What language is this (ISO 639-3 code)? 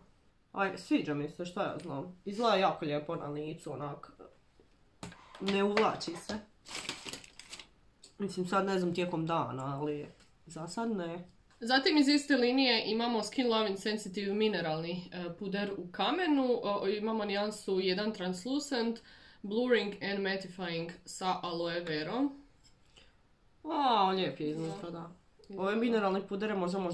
hrv